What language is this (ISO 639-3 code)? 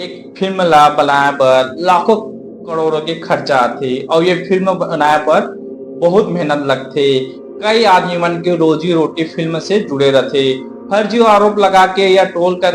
hne